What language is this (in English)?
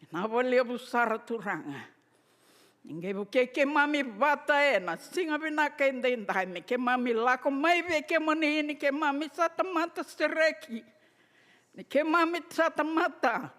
Fijian